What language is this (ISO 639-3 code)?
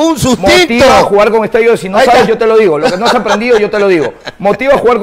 spa